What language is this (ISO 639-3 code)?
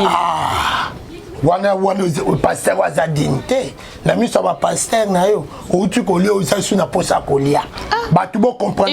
lin